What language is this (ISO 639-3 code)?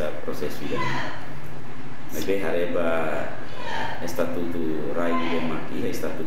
tet